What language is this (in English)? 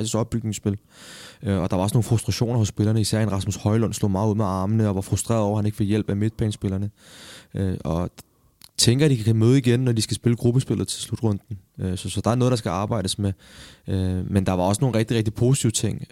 Danish